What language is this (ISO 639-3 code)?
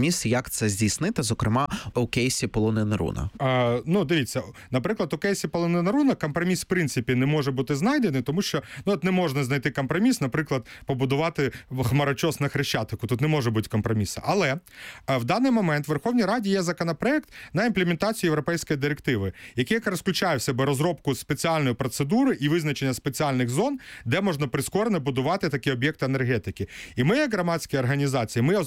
ukr